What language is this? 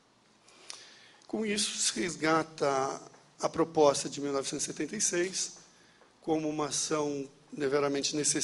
Portuguese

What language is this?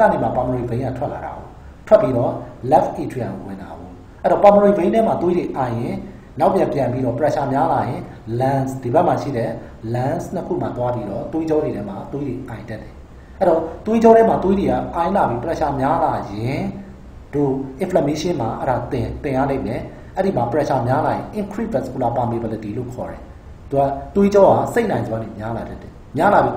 Burmese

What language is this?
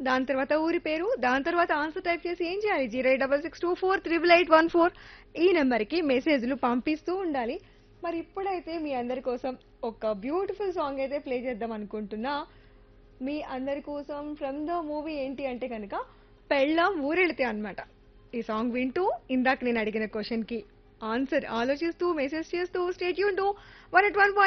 Telugu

